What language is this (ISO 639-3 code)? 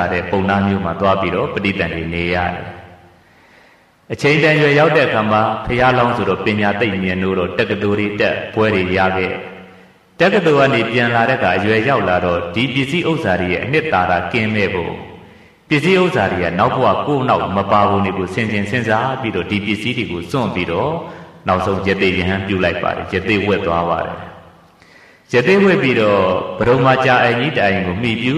mya